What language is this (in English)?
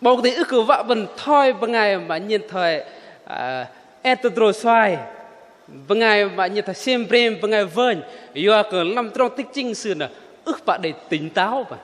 Bahnar